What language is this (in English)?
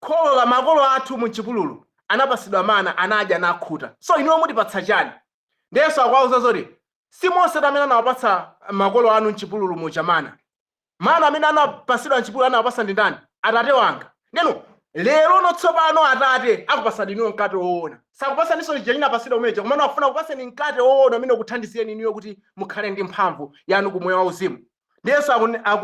Nyanja